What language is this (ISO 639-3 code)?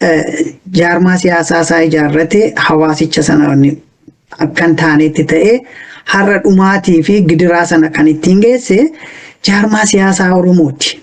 orm